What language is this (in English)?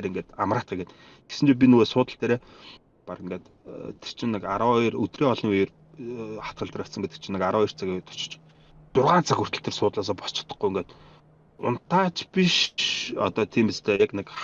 Mongolian